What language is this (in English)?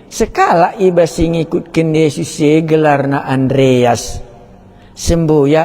Batak Karo